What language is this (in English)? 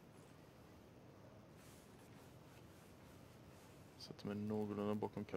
Swedish